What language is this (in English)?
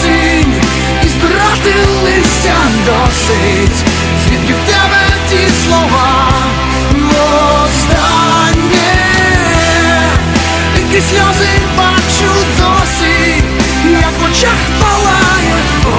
Ukrainian